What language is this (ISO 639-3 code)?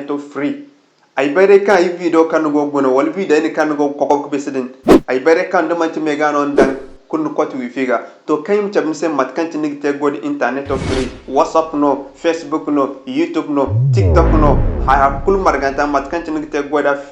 dje